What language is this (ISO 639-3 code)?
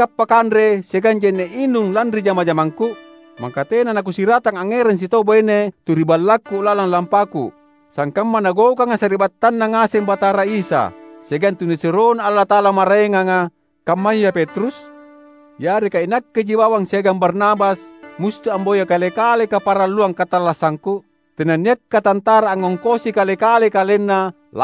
mak